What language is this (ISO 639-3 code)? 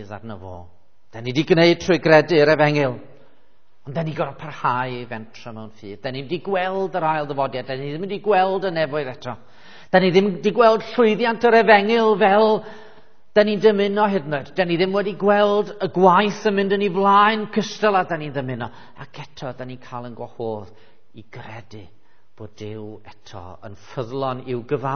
cym